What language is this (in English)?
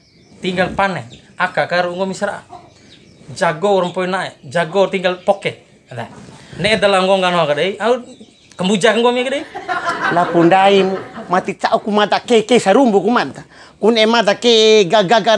Bima